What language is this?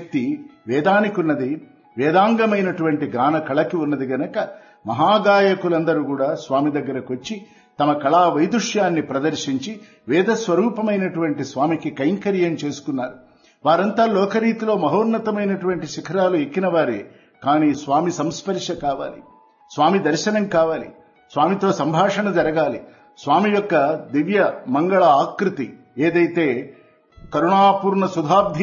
Telugu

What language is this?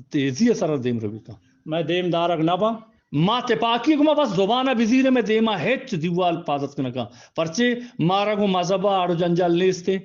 Eastern Balochi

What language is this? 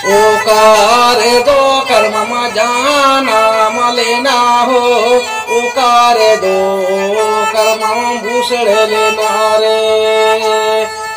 Santali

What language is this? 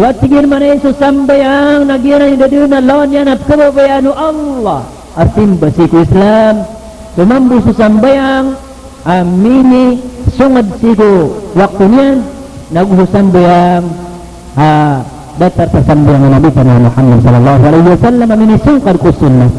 Maranao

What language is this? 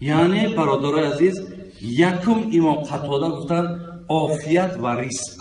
Tajik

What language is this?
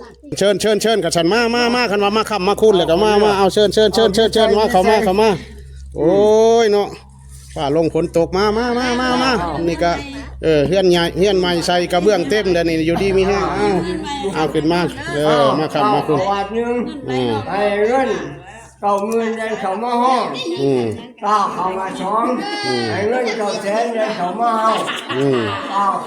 Lao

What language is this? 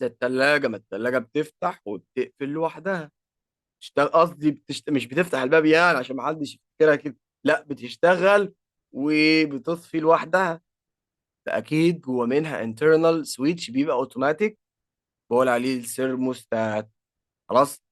Egyptian Arabic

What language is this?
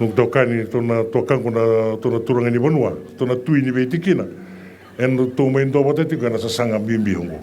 Fijian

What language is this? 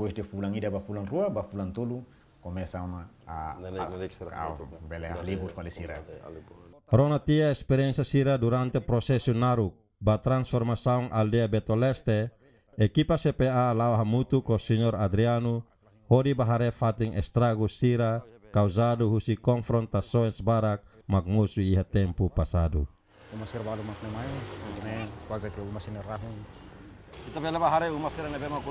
Tetum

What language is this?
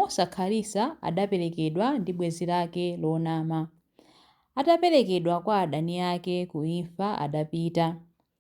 Nyanja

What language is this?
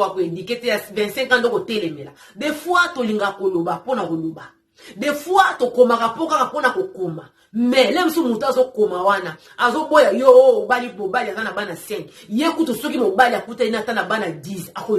Lingala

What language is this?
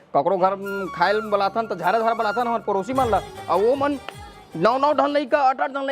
Chhattisgarhi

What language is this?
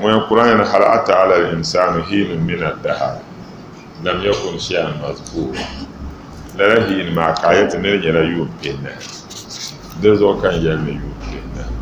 Dagbani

